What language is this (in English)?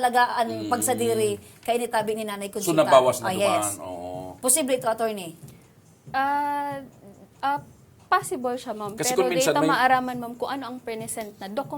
Bikol